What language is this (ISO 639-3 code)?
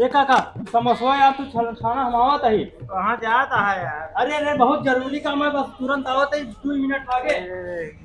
awa